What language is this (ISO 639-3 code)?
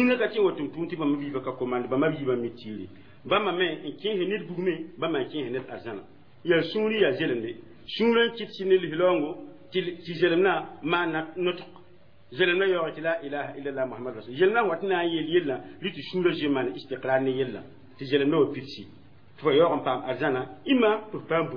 mos